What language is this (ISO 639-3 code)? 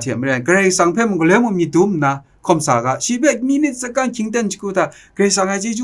kac